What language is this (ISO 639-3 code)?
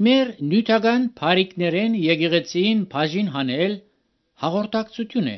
hye